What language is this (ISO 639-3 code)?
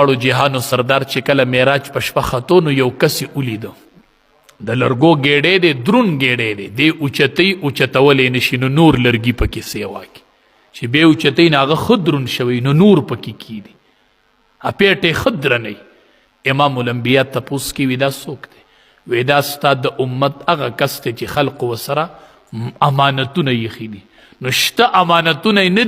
pus